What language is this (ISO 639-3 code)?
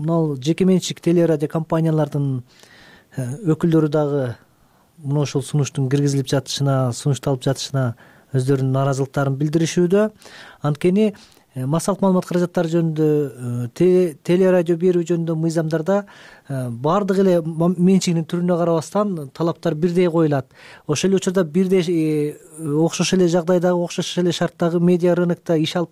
kir